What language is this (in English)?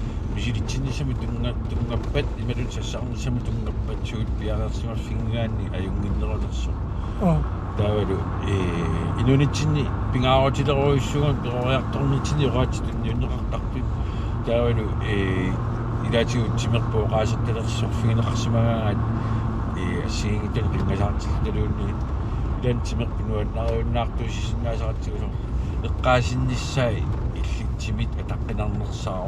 Kalaallisut